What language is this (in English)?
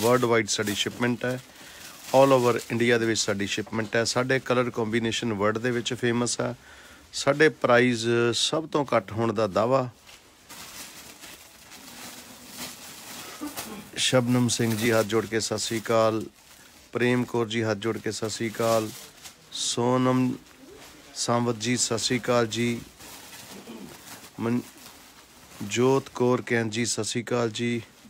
Punjabi